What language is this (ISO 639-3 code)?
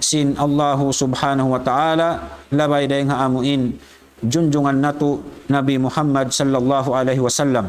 tsg